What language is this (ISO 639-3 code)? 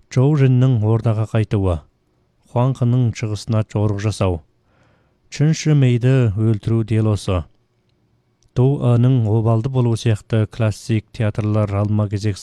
kaz